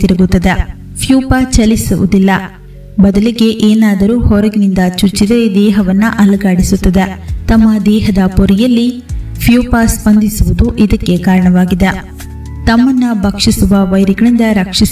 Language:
Kannada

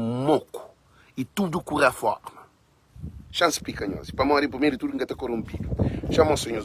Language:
Kabuverdianu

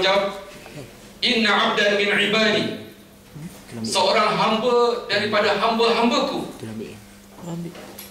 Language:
Malay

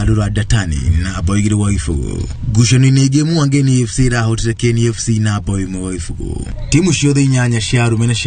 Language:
Kikuyu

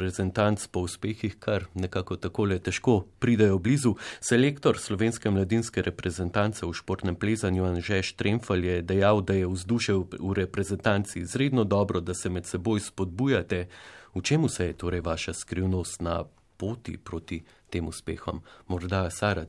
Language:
Slovenian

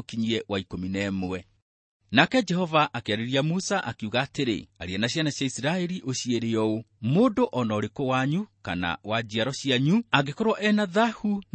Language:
Kikuyu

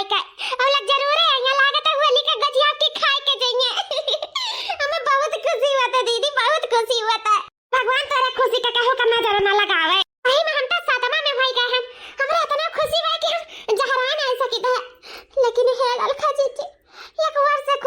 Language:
Awadhi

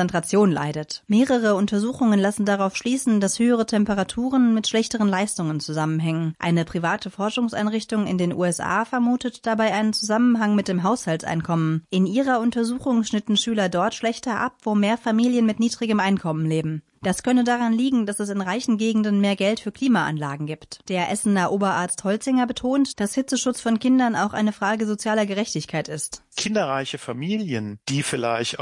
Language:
German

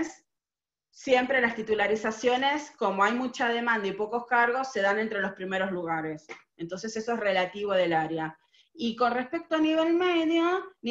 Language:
Spanish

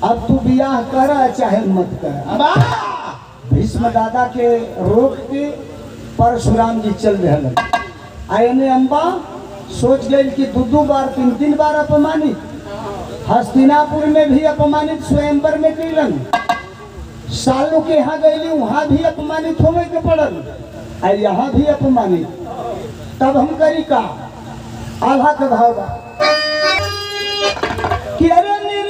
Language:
Bhojpuri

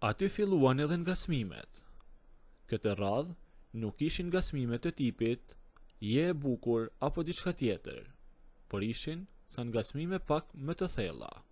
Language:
Albanian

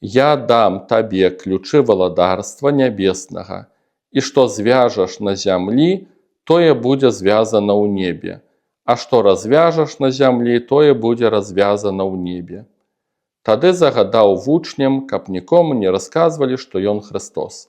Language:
Belarusian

